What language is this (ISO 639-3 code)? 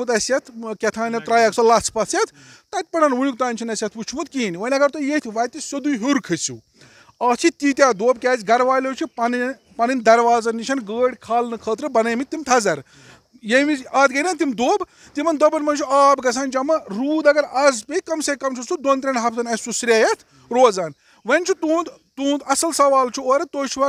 kas